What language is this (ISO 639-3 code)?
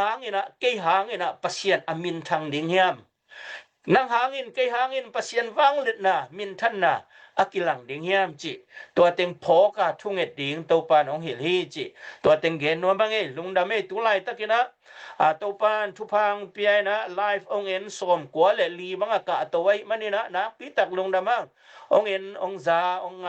ctd